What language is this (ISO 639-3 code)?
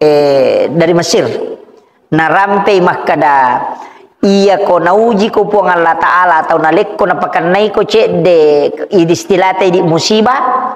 bug